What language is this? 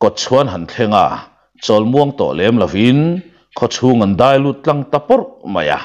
Mizo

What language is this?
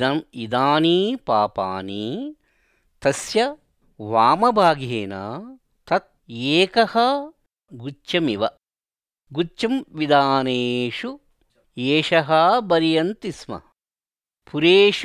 Sanskrit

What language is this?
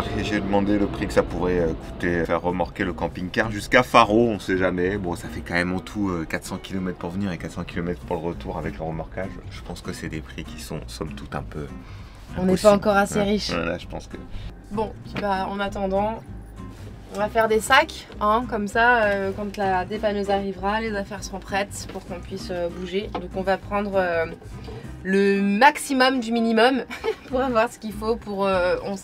French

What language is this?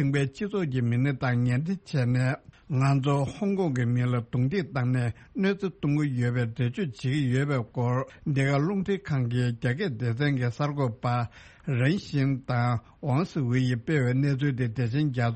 Tibetan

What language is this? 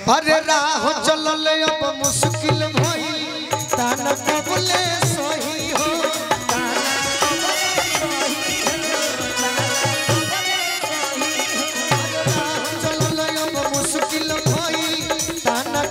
Bhojpuri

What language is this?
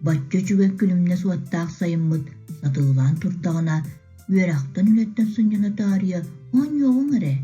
Yakut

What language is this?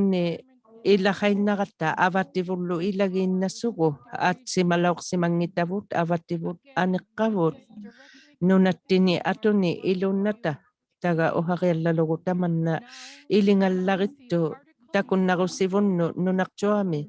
Inuktitut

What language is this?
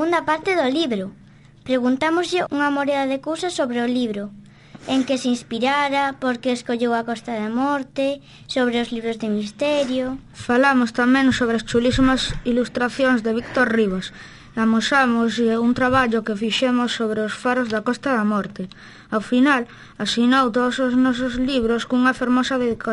Galician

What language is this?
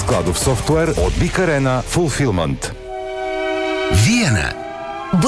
Bulgarian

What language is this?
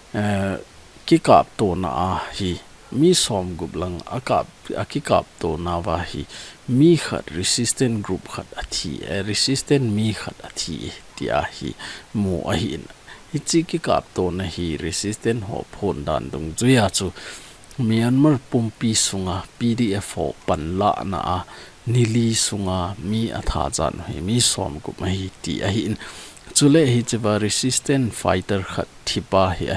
Thado Chin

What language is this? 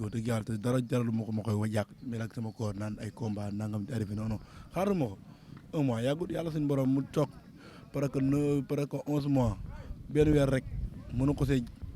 Wolof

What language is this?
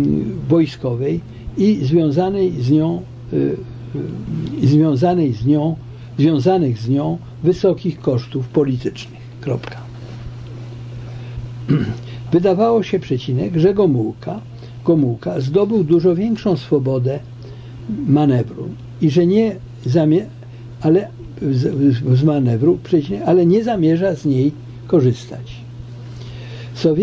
Polish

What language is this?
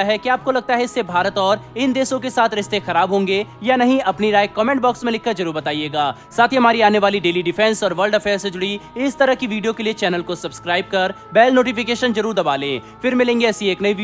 Hindi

